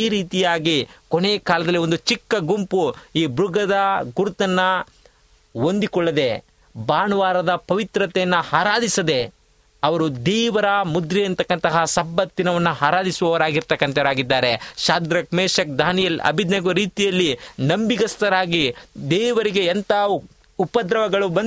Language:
Kannada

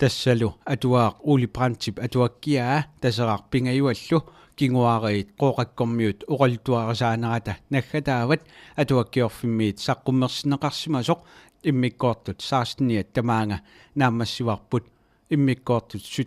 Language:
Kalaallisut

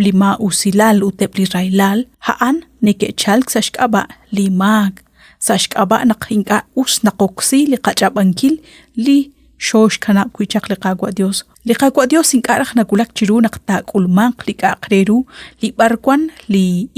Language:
Kekchí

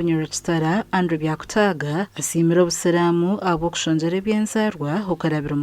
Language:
Nyankole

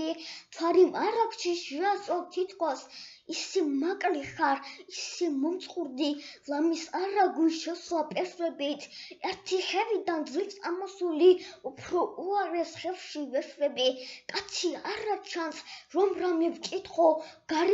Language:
Georgian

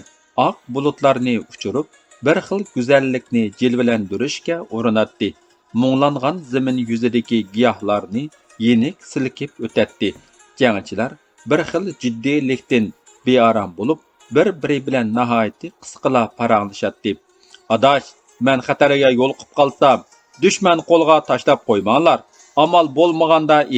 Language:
Uyghur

